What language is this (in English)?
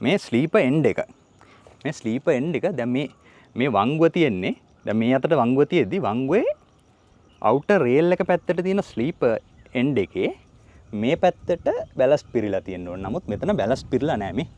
Sinhala